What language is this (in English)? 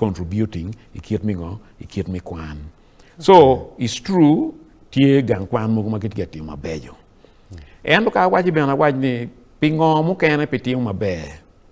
Acoli